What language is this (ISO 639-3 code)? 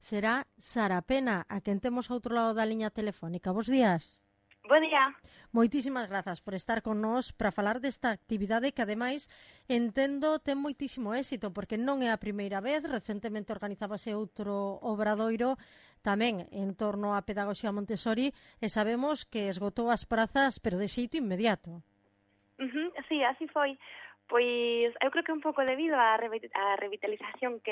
glg